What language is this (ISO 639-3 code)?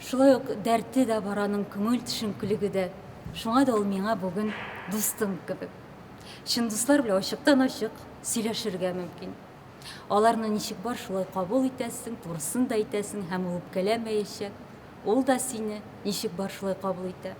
tat